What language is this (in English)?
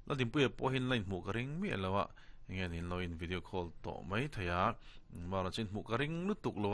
Mizo